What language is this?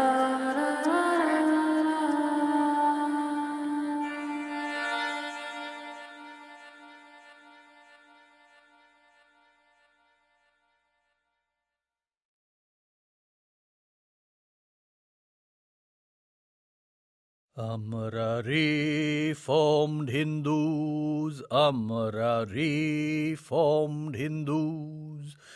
Bangla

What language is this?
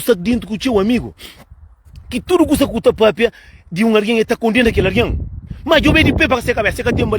Kabuverdianu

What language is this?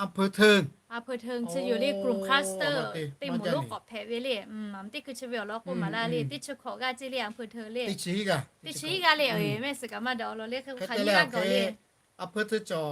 Lahu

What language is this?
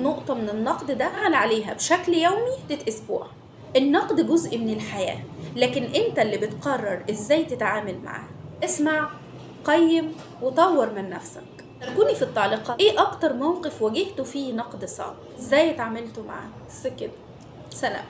Egyptian Arabic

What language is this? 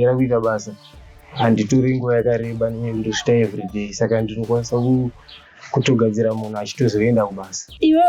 Shona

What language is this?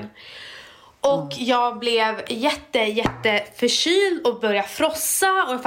Swedish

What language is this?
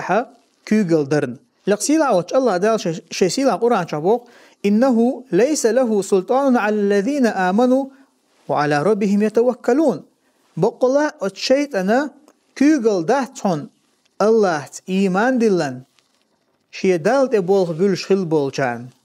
Chechen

